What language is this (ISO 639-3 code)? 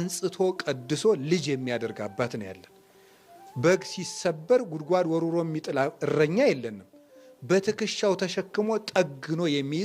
amh